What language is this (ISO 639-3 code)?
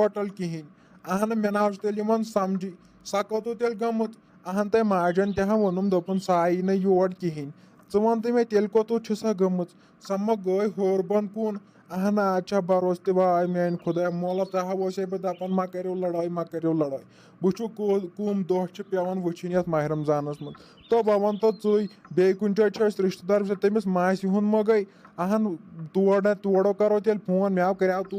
kas